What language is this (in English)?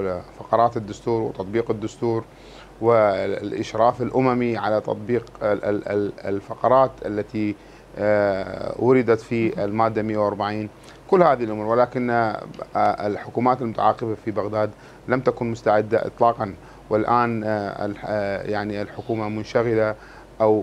Mesopotamian Arabic